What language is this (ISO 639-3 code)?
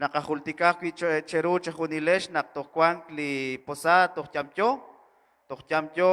kek